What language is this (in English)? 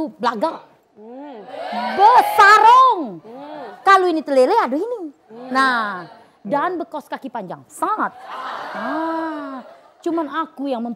Musi